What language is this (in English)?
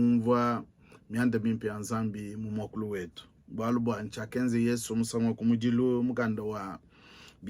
Luba-Lulua